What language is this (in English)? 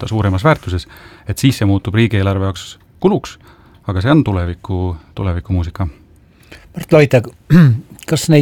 Estonian